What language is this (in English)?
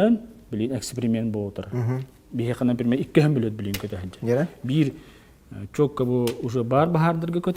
Yakut